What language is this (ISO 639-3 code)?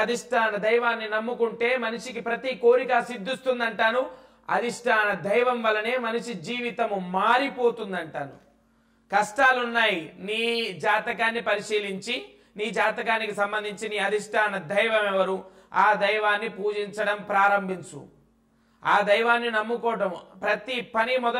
tel